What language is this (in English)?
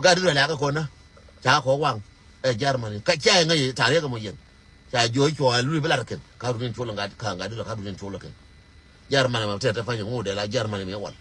Nuer